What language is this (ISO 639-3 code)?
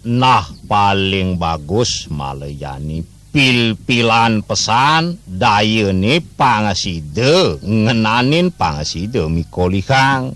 ban